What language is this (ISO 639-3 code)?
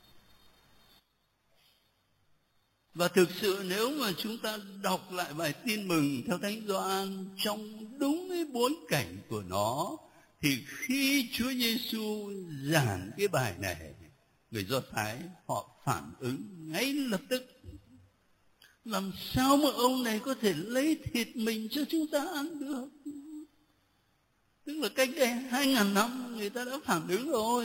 vie